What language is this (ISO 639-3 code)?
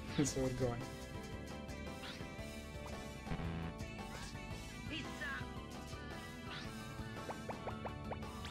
ita